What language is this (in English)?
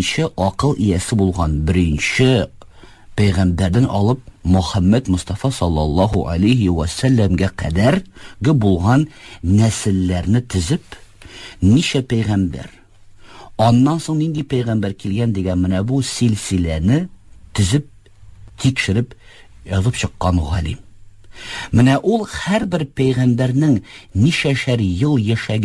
Tatar